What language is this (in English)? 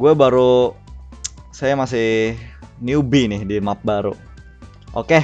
Banjar